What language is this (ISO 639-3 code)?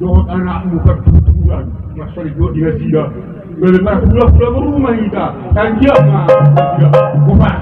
bbc